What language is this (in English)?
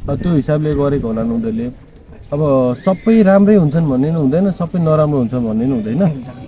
Nepali